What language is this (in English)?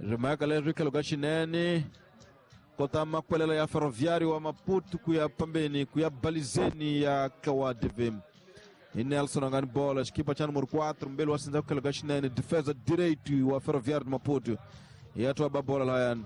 Tsonga